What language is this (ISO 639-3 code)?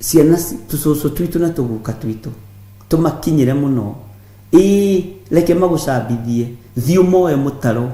kik